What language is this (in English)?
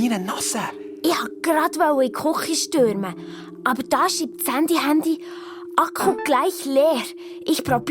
Swiss German